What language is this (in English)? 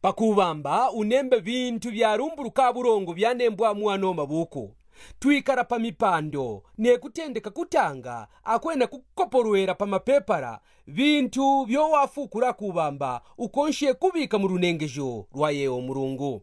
Kaonde